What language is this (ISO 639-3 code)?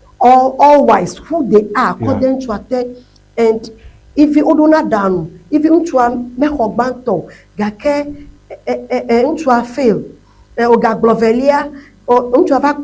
ewe